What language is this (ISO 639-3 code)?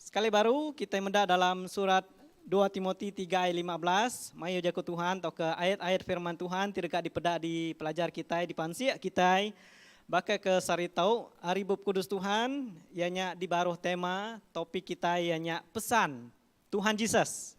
iba